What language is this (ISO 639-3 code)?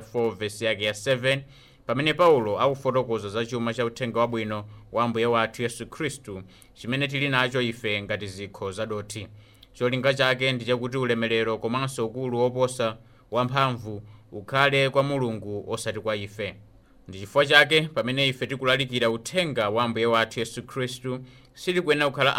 nya